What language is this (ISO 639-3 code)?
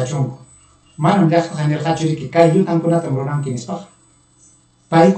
quy